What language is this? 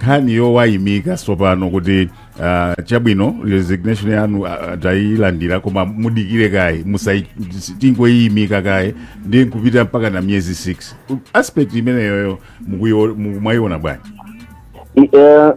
Nyanja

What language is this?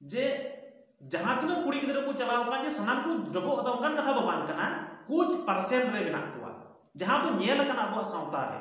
Santali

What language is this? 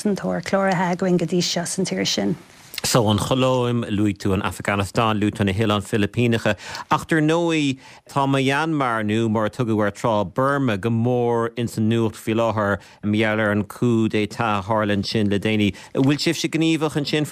Irish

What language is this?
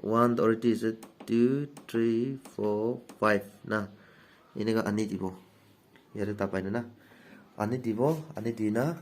Naga Pidgin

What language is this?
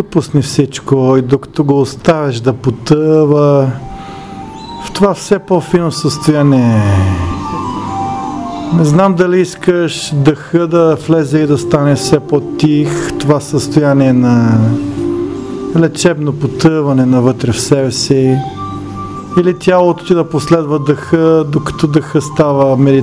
Bulgarian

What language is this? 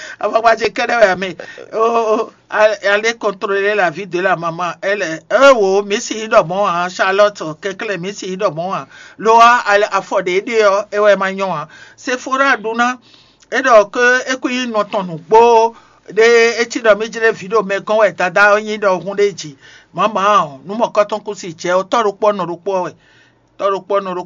Fon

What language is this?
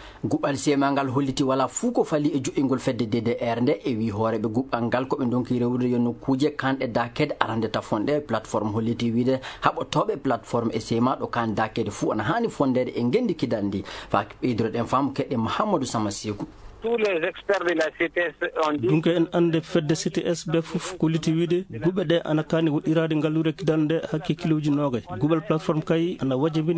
Fula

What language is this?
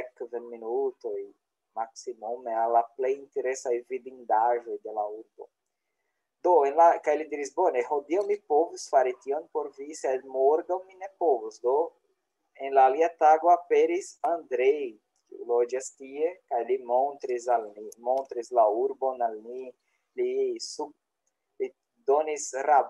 Esperanto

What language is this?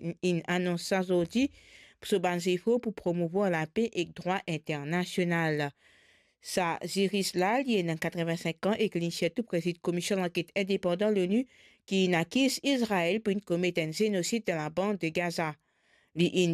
Morisyen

